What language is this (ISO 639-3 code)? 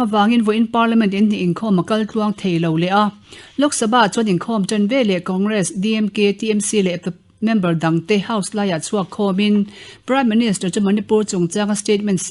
lus